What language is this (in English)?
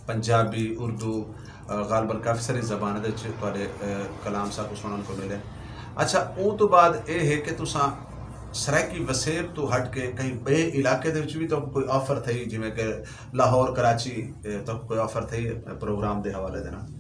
Saraiki